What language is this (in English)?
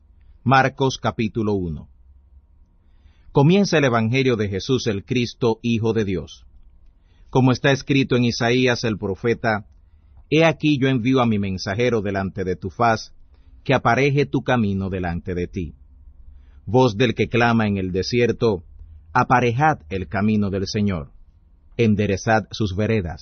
Spanish